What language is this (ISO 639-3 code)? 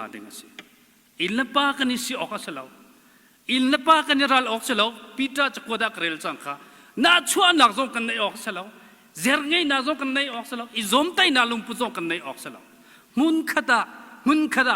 cnh